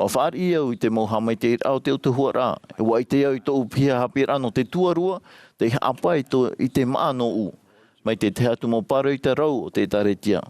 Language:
Tahitian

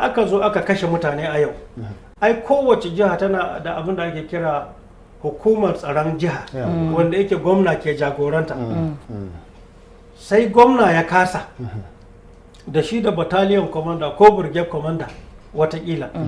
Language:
Hausa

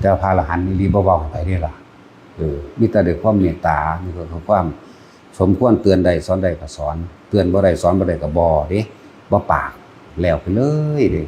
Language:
Northeastern Thai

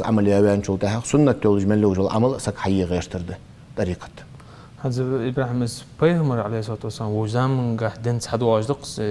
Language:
Ingush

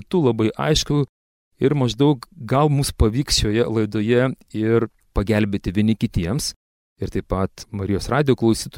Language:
Lithuanian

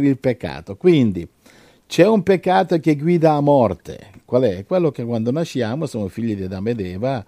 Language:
Italian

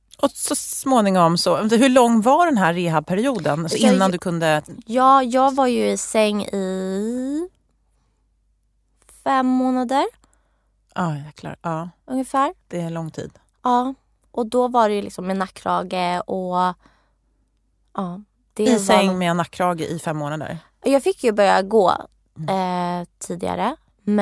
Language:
Swedish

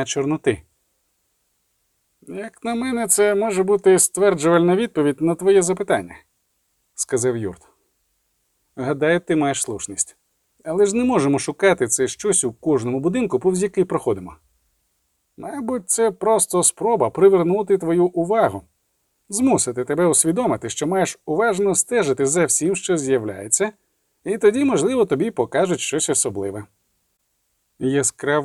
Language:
Ukrainian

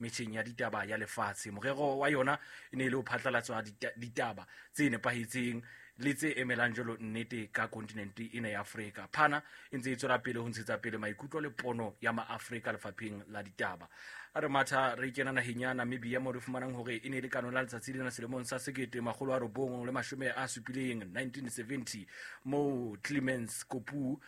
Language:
Southern Sotho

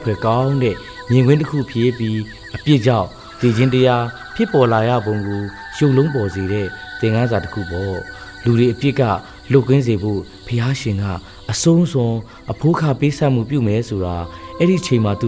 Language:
Burmese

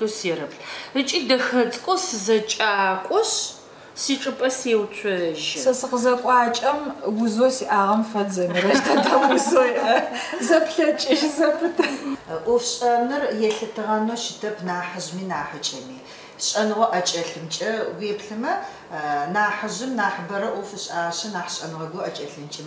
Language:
Adyghe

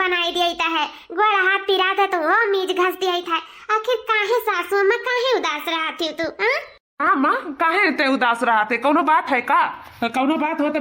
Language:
Awadhi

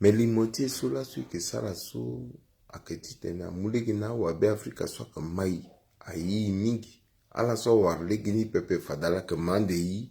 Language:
Sango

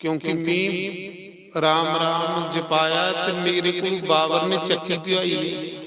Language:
Dogri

